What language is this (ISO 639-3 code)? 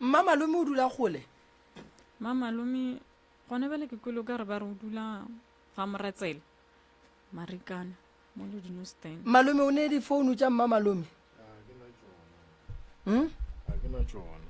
nso